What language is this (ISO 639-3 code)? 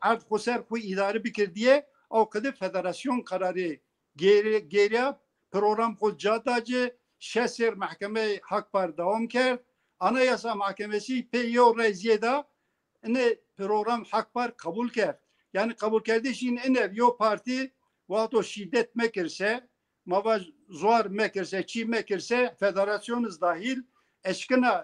zza